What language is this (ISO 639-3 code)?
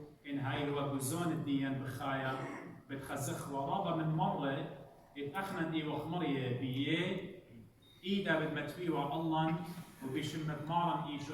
aii